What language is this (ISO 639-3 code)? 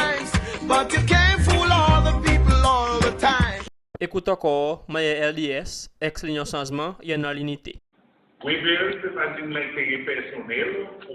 crs